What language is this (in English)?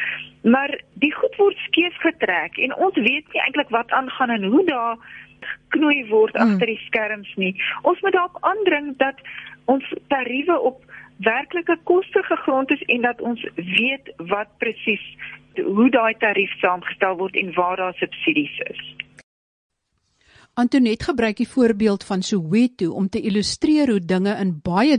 Afrikaans